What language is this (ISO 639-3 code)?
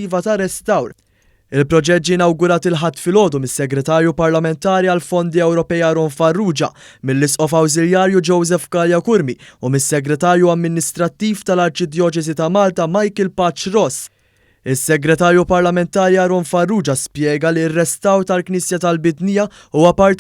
mlt